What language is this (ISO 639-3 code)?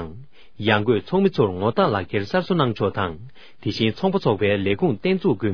bod